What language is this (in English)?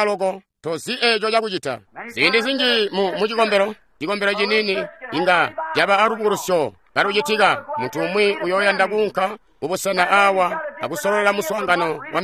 Tonga (Zambia)